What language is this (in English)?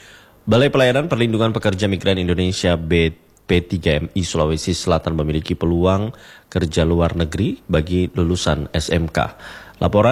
Indonesian